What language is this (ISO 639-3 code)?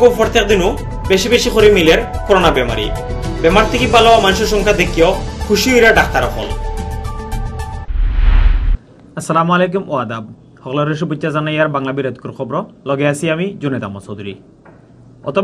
ben